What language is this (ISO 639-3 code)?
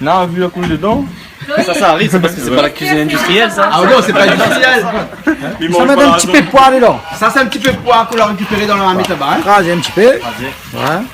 rcf